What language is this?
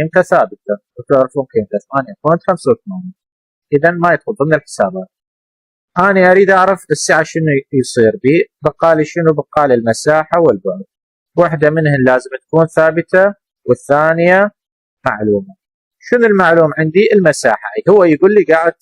Mesopotamian Arabic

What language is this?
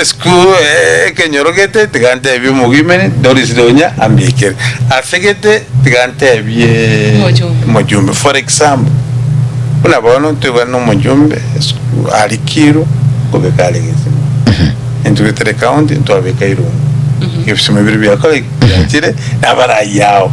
Gusii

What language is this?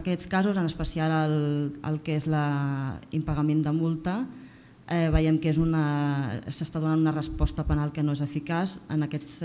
Catalan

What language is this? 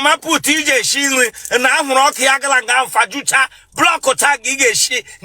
Igbo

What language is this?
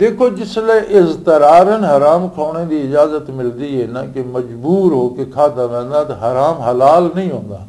Western Panjabi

